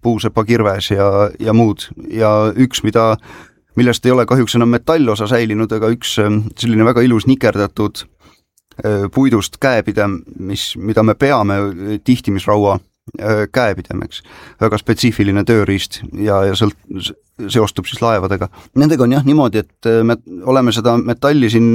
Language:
Estonian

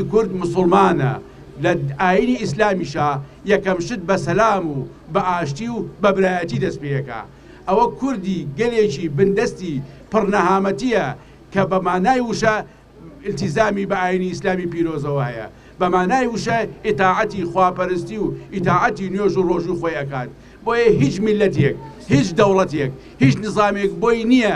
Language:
Central Kurdish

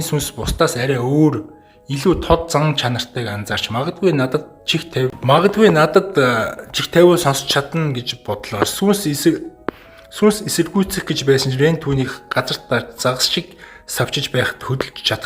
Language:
Mongolian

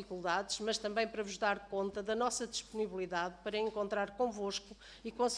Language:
Portuguese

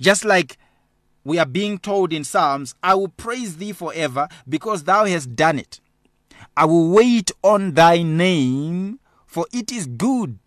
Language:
English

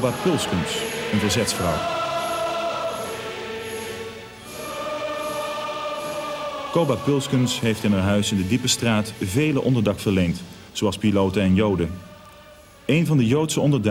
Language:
Dutch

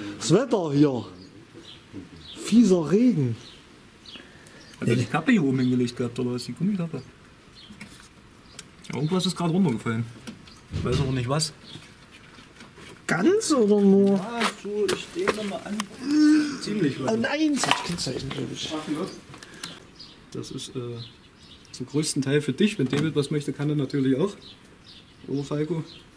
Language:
German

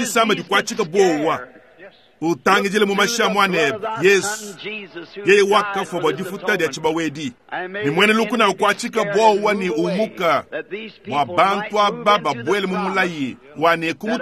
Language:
Luba-Lulua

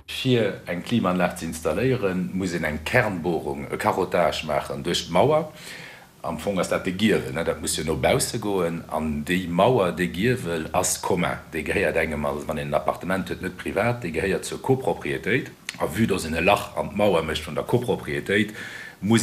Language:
Luxembourgish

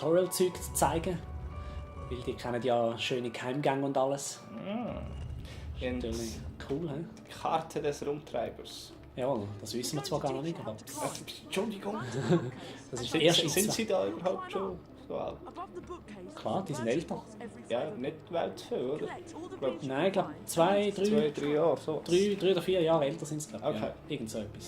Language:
Swiss German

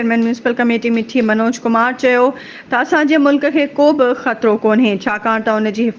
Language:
Sindhi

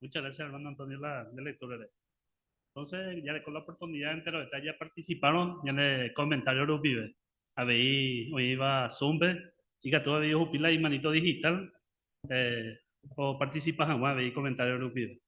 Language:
Guarani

